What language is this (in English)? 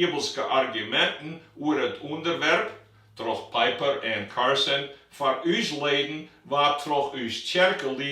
Western Frisian